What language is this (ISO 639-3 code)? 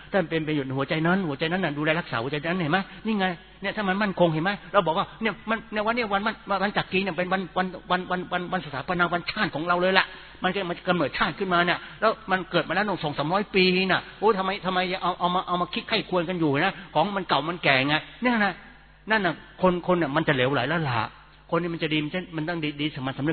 tha